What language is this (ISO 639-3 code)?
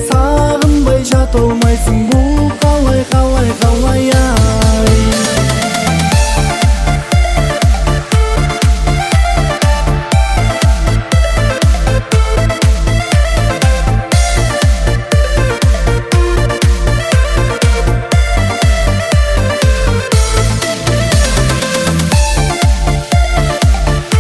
kaz